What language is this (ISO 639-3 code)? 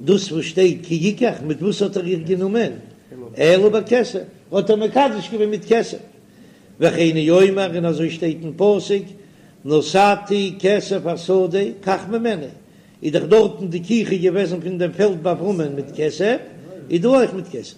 yid